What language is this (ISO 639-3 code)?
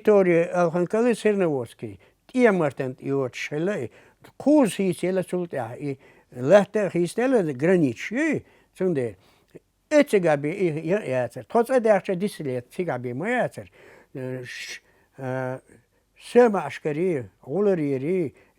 che